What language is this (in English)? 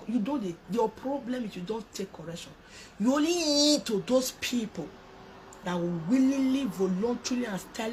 Nigerian Pidgin